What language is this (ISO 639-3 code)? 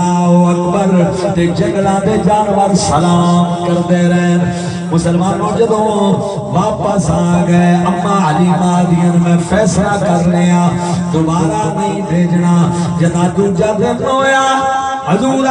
skr